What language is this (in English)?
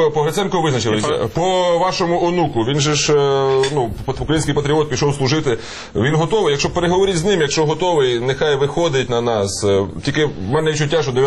Ukrainian